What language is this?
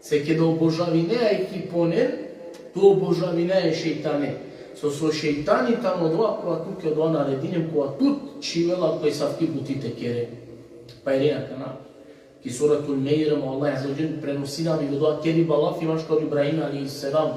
Balkan Romani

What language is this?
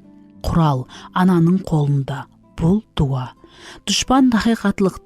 Kara-Kalpak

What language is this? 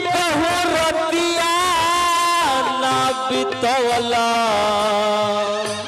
Bhojpuri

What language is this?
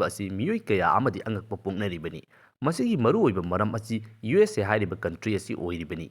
Manipuri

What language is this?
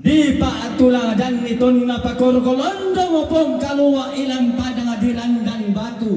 Toraja-Sa'dan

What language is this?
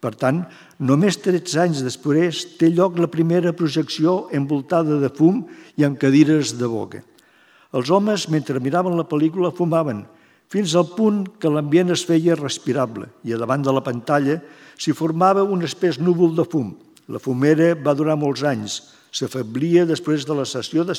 Catalan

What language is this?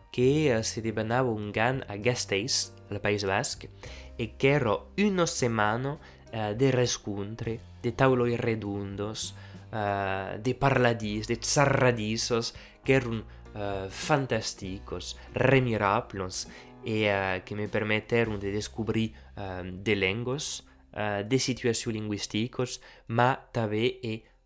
Occitan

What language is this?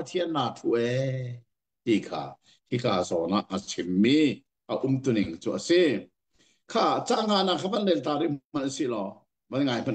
Hakha Chin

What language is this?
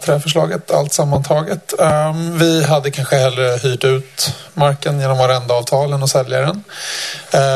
Swedish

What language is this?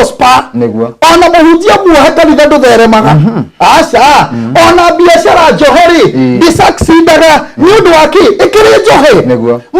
Kikuyu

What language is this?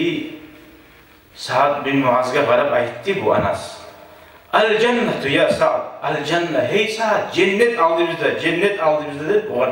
Kumyk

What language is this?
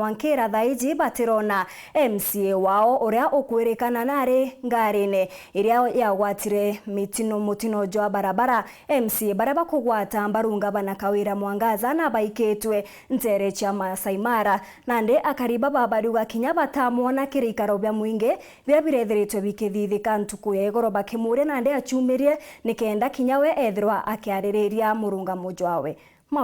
Meru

